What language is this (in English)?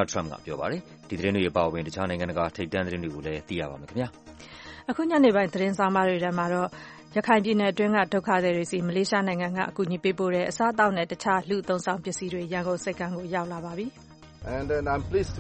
Burmese